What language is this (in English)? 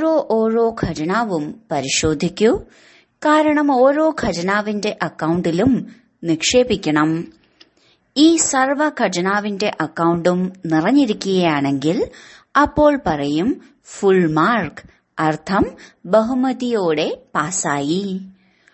Malayalam